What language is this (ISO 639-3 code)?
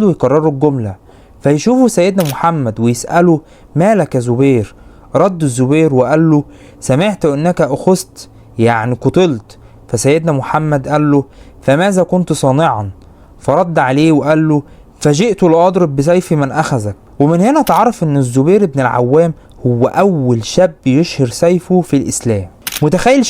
arz